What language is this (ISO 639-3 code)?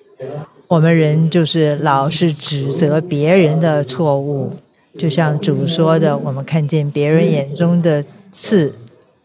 zho